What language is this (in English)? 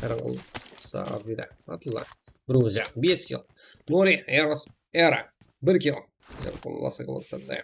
Kara-Kalpak